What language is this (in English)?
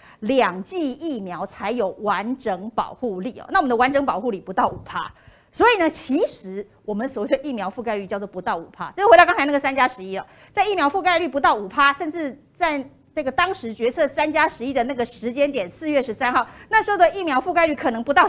Chinese